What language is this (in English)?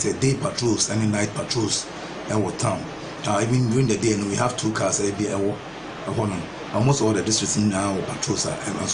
Akan